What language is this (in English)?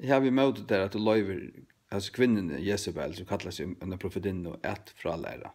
Faroese